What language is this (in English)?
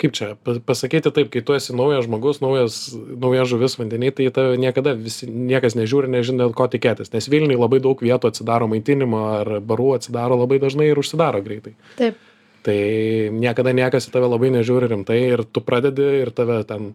Lithuanian